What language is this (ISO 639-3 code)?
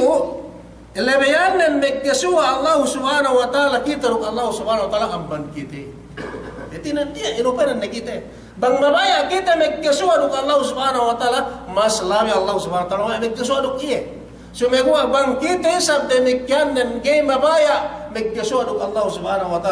yka